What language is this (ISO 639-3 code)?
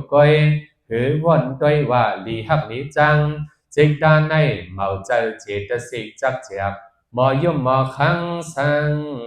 shn